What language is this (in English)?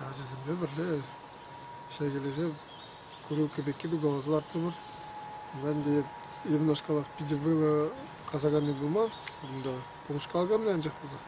Chuvash